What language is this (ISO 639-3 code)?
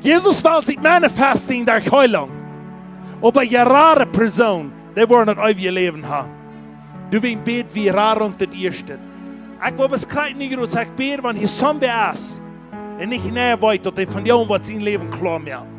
pdt